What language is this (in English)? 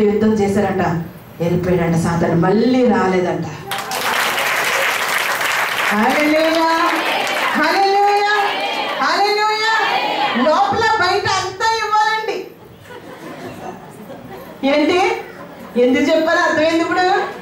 Telugu